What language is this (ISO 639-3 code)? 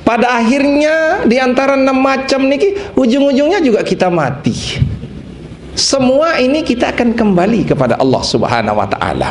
sas